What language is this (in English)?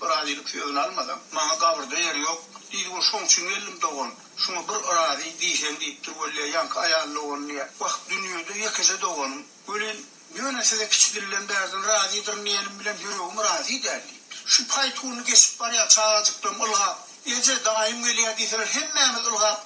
Turkmen